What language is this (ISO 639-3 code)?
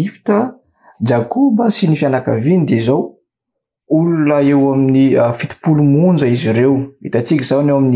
mlg